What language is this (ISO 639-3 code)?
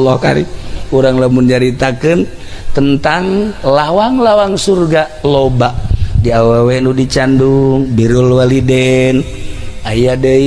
sun